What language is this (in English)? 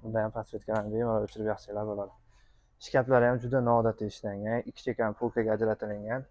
Uzbek